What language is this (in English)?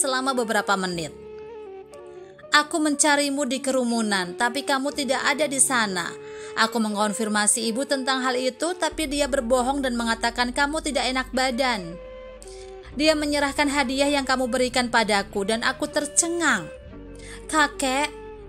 Indonesian